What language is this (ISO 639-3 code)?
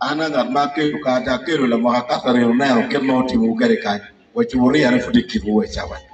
ach